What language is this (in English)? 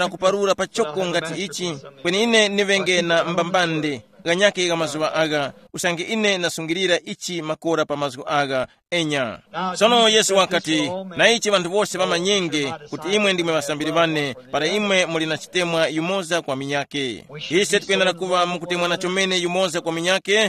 Tumbuka